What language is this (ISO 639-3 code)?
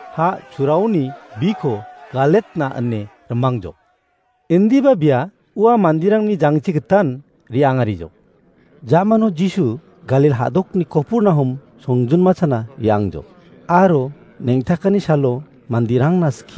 grt